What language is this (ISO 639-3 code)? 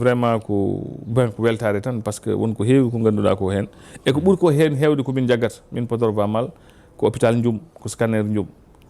ful